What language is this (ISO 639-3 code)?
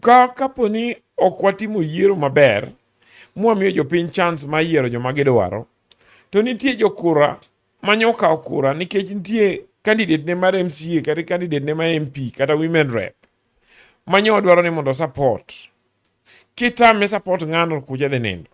luo